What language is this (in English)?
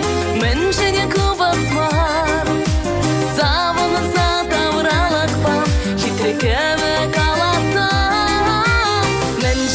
Chuvash